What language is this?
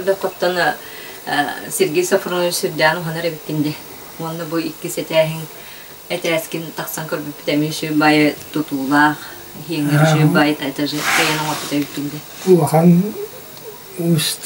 Yakut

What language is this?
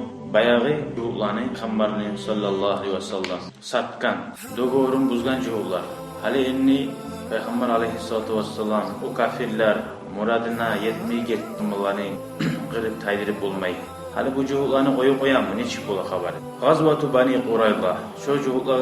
Kumyk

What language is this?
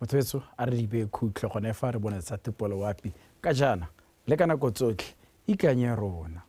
Tswana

